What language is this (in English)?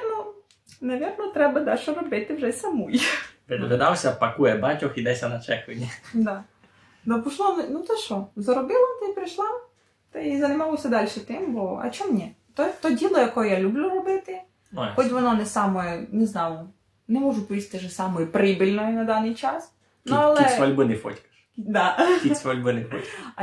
Rusyn